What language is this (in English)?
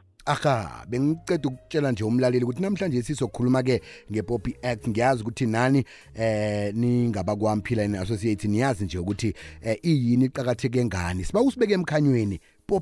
South Ndebele